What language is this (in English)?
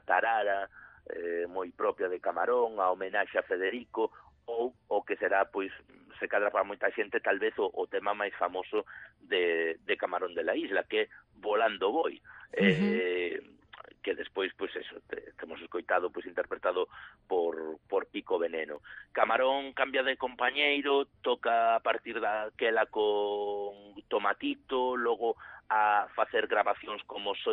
Galician